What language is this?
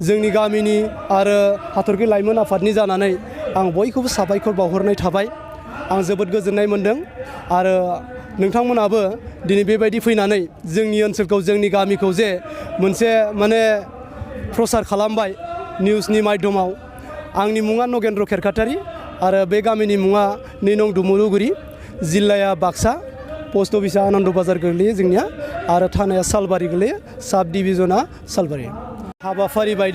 Bodo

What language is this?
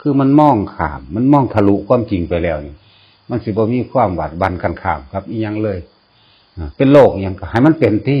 Northeastern Thai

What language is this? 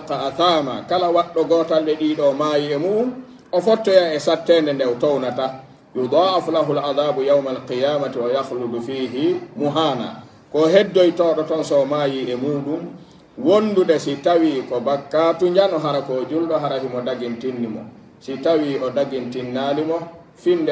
Pular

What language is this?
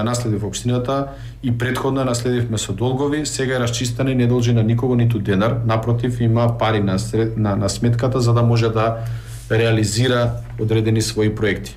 Macedonian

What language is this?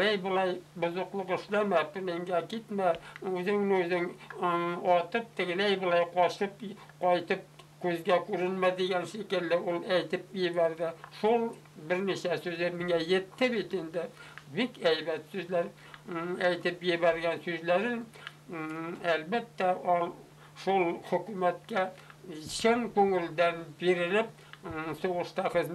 Bashkir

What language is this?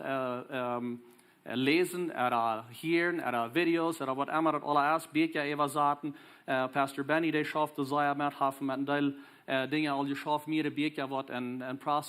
Plautdietsch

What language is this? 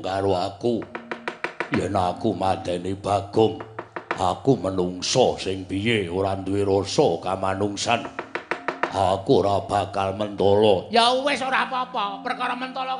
Javanese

